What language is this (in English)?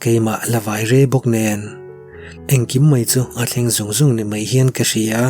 Mizo